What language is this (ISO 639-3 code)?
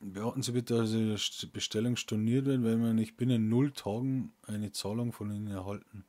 bar